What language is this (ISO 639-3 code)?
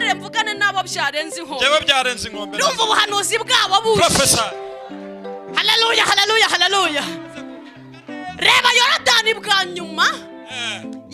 kin